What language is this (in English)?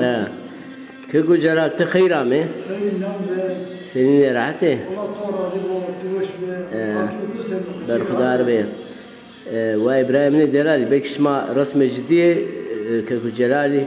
Zaza